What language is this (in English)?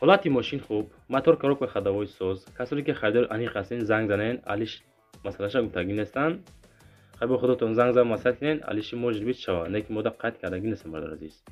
Tajik